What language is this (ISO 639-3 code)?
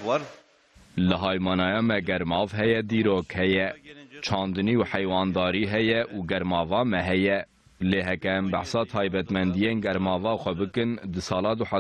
kur